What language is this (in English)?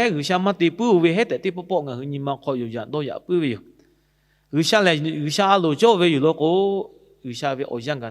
Lahu